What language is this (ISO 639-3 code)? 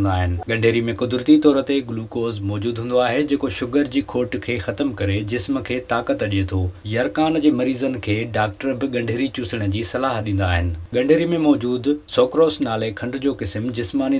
snd